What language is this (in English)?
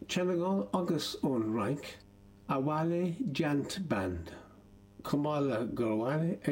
Irish